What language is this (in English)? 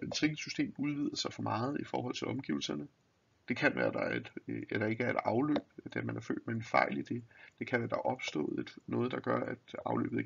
Danish